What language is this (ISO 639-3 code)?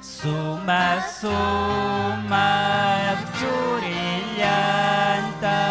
quy